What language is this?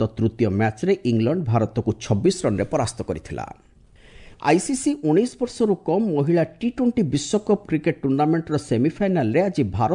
Odia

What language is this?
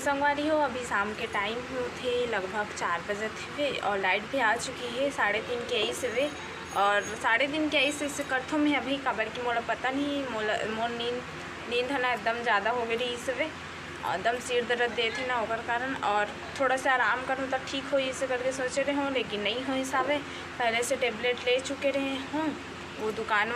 Chhattisgarhi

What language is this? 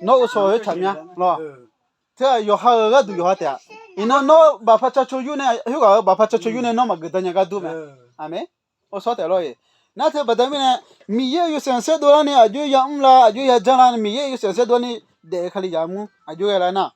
Akha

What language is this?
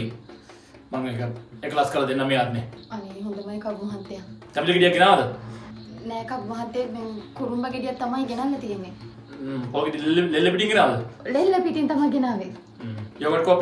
Sinhala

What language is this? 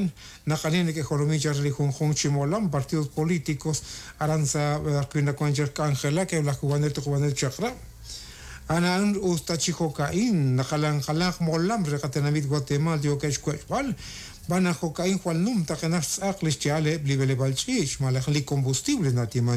Kekchí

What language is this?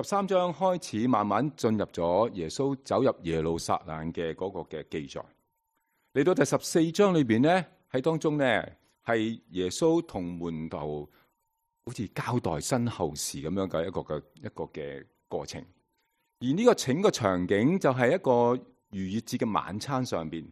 Cantonese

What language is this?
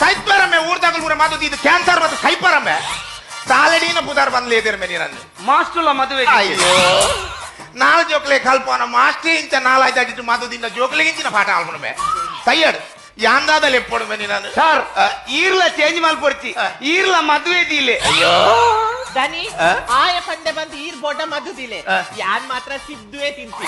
Tulu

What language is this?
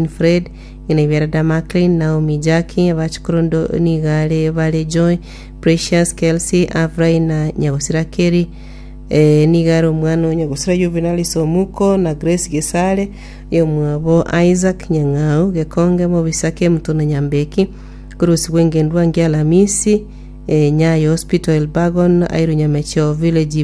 Gusii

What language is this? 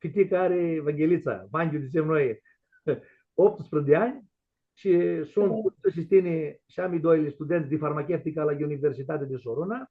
Aromanian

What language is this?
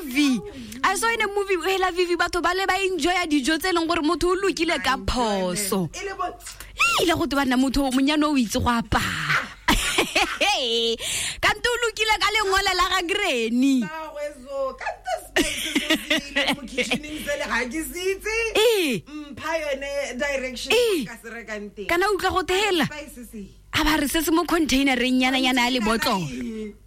Tswana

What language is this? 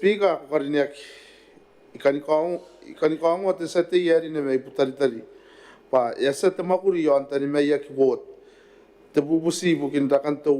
Gilbertese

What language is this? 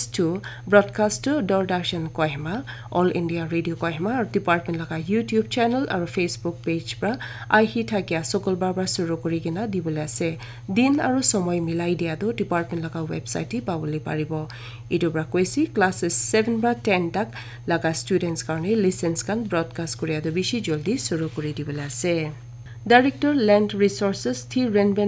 Naga Pidgin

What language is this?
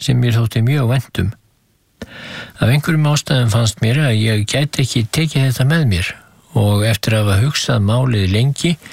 Icelandic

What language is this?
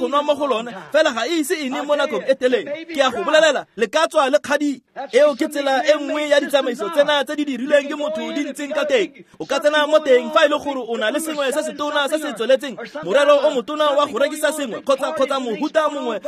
Tswana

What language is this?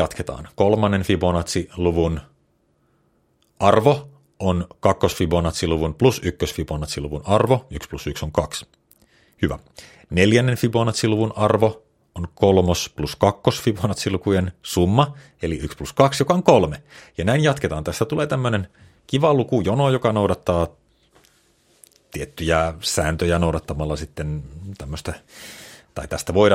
Finnish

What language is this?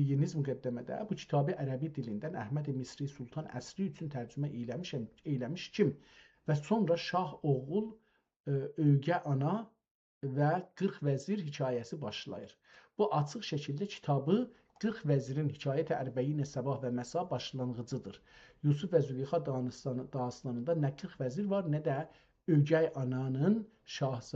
South Azerbaijani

